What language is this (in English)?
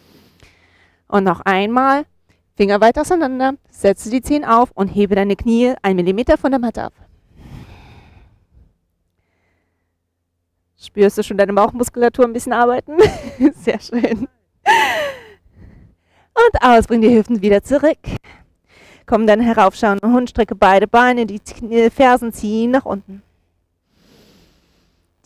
German